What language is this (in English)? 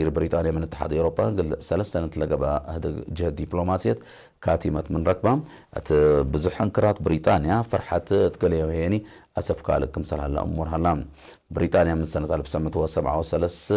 Tigre